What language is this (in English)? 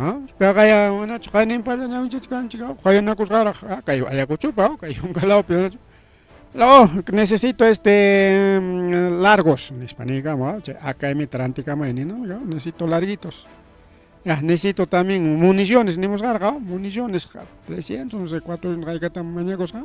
Ayacucho Quechua